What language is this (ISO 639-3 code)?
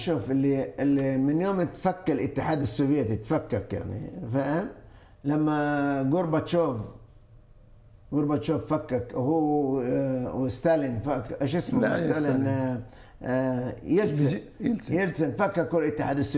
ajp